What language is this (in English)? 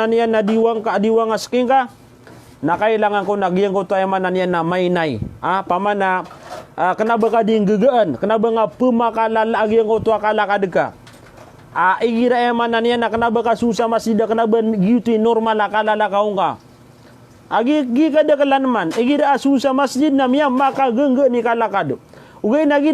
Maranao